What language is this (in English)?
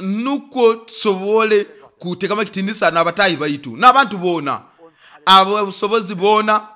Nyoro